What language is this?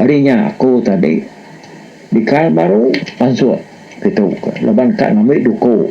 Iban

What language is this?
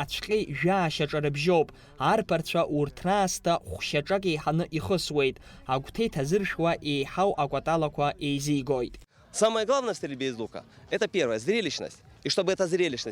Abkhazian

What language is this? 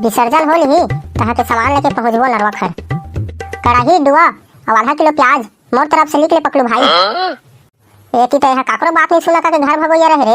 Chhattisgarhi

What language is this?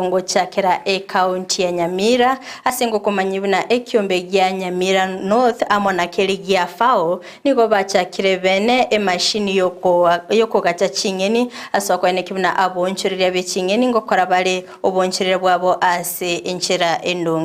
Gusii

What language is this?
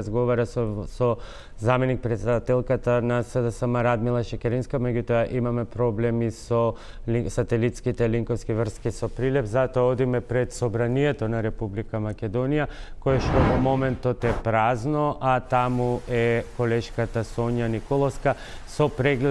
Macedonian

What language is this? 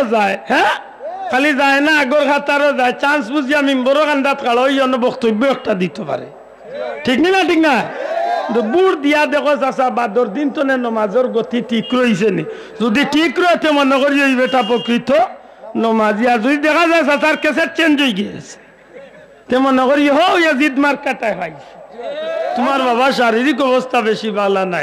Sylheti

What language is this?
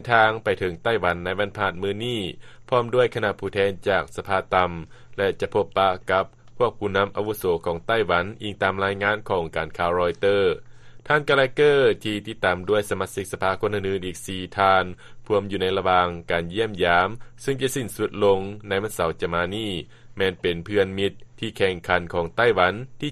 Lao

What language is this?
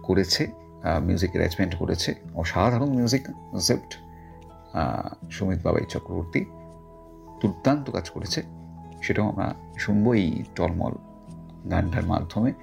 Bangla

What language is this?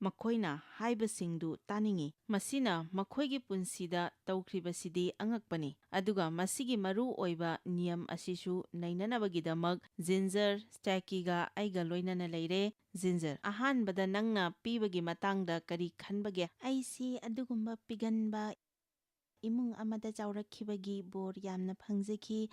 Manipuri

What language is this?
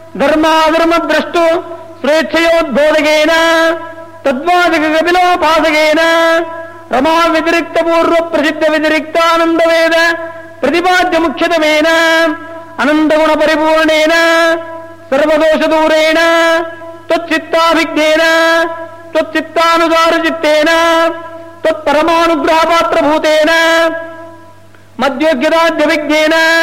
Sanskrit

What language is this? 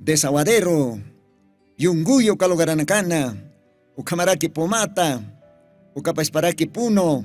Aymara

